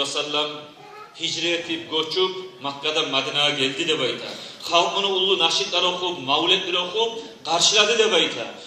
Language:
Kumyk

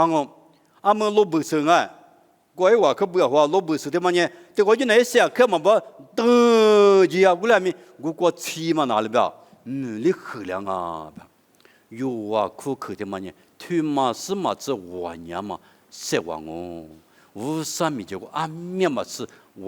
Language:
Lisu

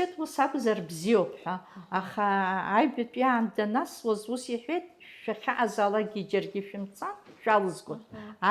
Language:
Abkhazian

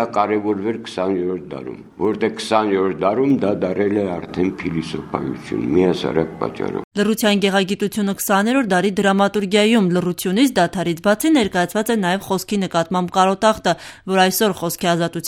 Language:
Armenian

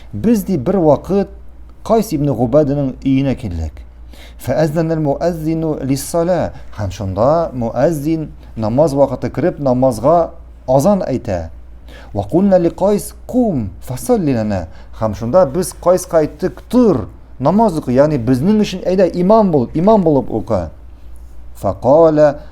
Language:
Tatar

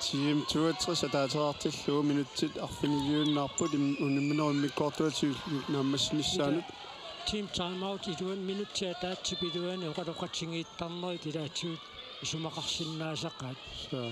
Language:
Kalaallisut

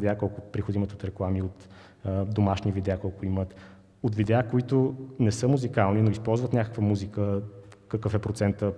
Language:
Bulgarian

